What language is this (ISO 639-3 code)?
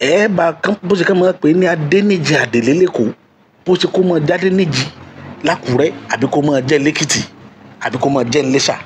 yor